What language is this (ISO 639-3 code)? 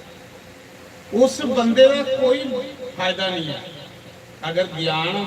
doi